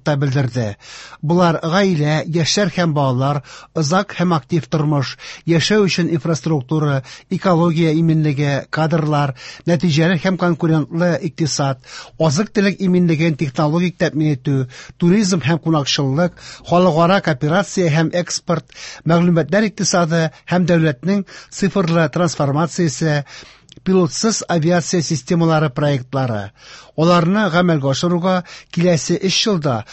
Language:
Tatar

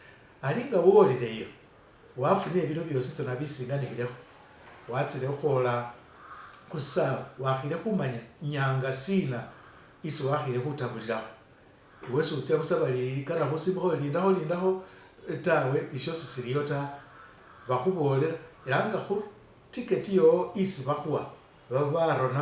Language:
Masaaba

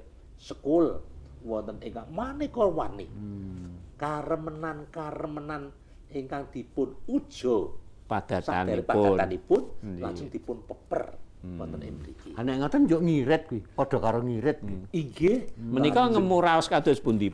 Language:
Javanese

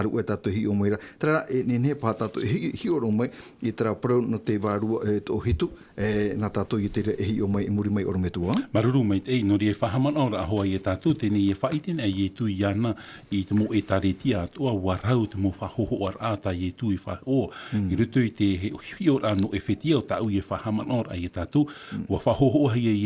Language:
Tahitian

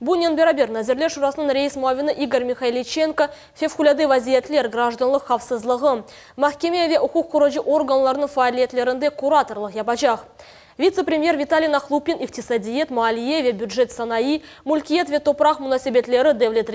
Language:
Crimean Tatar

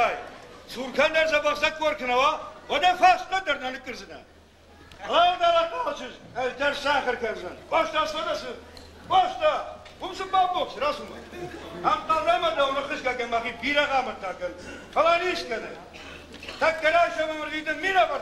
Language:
Ossetic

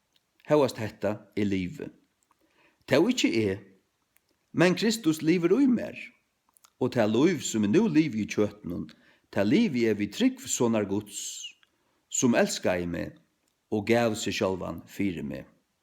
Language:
Faroese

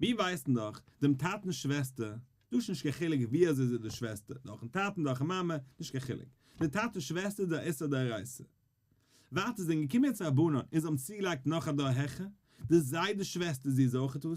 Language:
Yiddish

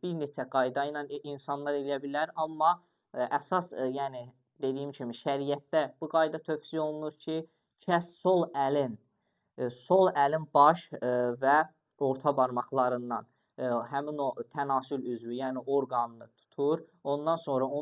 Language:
Azerbaijani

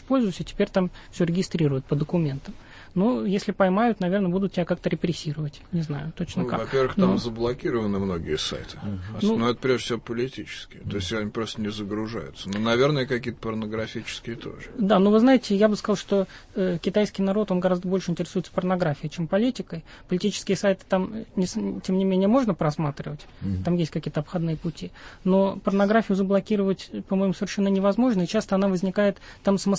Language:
Russian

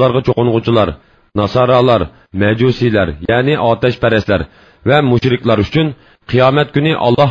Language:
Uyghur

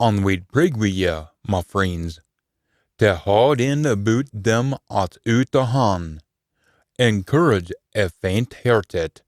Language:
Scots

